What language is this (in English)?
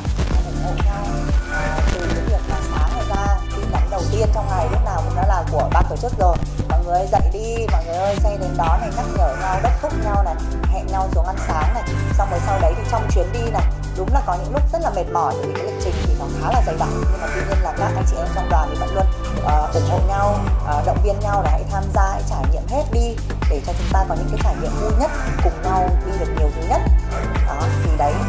Vietnamese